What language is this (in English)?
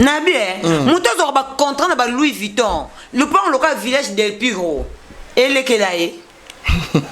Lingala